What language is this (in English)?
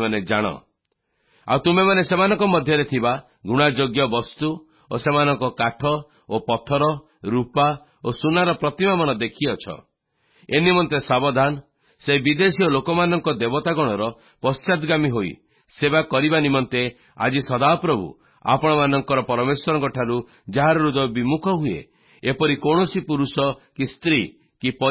Odia